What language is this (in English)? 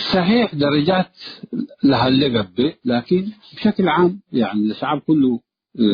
Tigre